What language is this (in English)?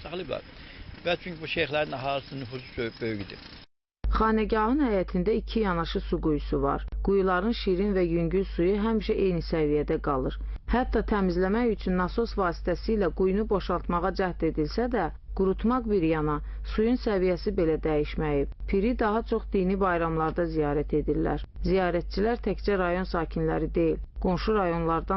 Azerbaijani